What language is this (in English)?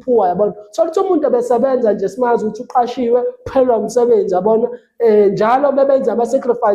Zulu